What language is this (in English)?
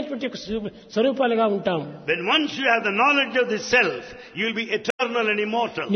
Telugu